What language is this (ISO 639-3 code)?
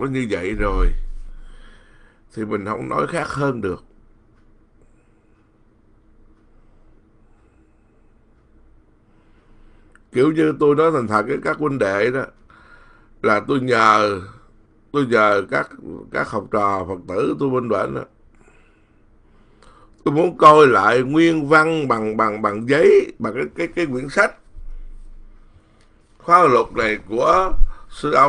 vie